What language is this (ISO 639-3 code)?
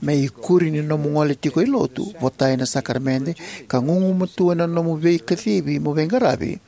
fij